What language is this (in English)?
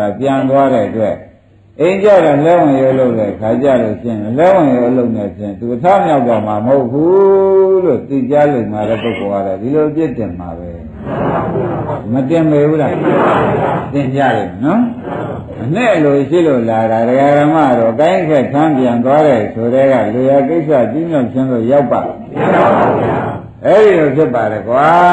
Burmese